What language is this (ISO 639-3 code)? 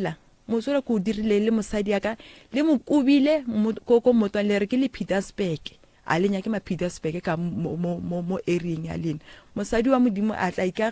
nso